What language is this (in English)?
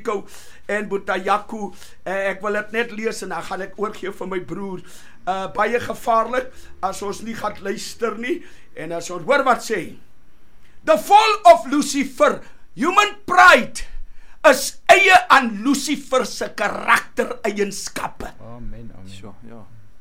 Afrikaans